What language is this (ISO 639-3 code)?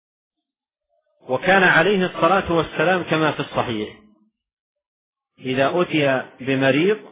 ara